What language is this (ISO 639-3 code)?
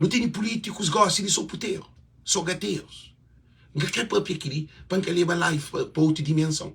kea